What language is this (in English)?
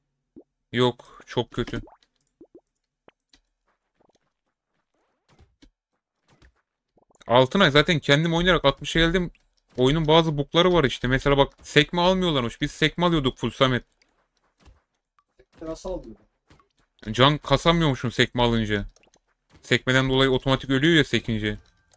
Turkish